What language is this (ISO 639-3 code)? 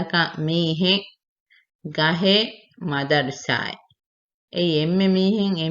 div